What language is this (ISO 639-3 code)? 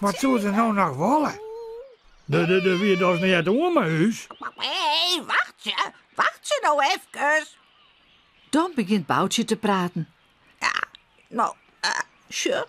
fry